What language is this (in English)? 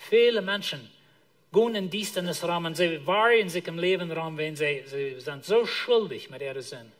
Plautdietsch